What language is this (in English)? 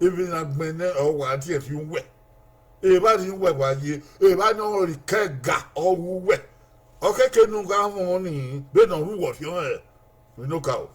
Bini